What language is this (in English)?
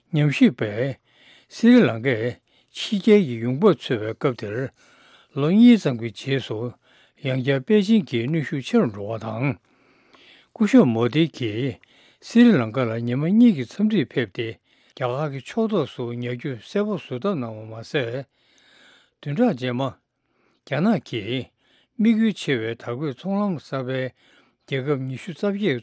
Tibetan